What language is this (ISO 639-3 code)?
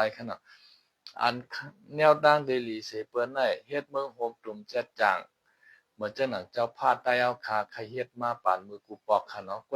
shn